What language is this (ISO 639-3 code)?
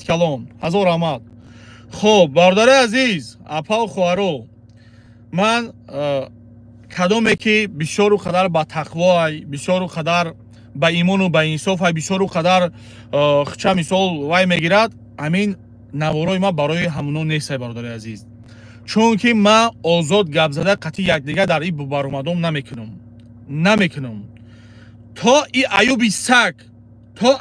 tgk